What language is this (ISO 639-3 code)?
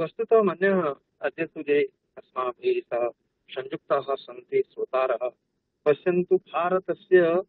san